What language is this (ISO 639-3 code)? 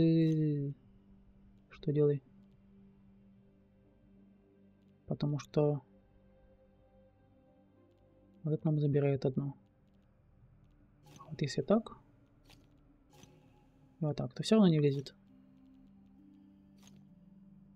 rus